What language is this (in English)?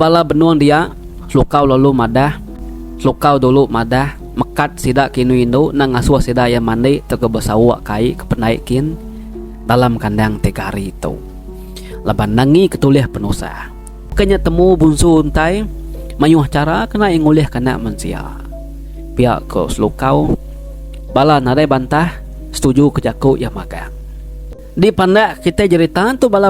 Iban